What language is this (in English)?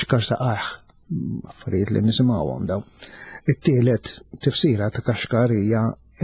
Maltese